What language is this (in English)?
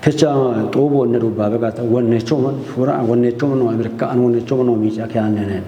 Kafa